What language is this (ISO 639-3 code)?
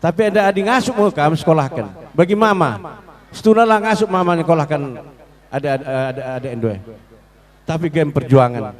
btx